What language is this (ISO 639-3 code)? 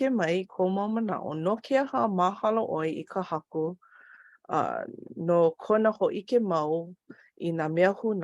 haw